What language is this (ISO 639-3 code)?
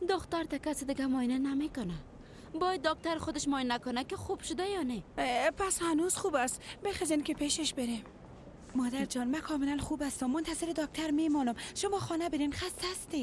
fas